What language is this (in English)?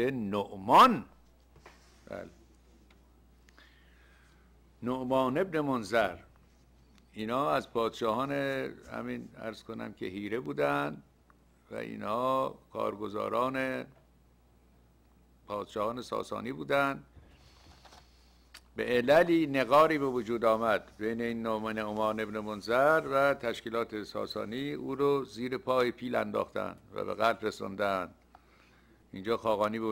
Persian